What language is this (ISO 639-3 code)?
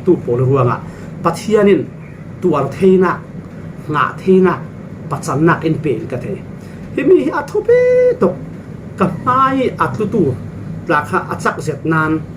cfm